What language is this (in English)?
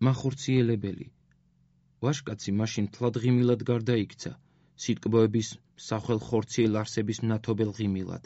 Georgian